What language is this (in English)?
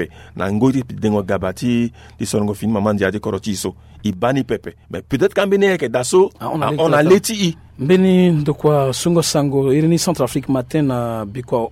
Sango